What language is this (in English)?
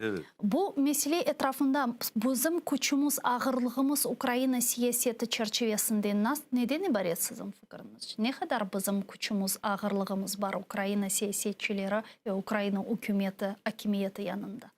Crimean Tatar